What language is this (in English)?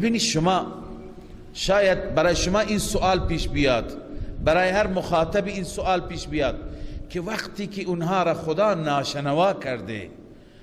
Persian